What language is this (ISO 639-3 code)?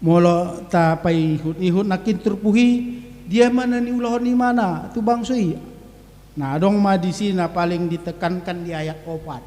bbc